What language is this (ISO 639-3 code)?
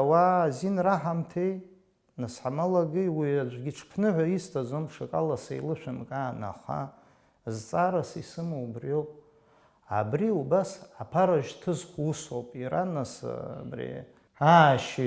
abk